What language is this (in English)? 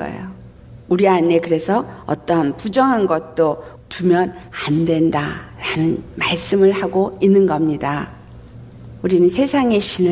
Korean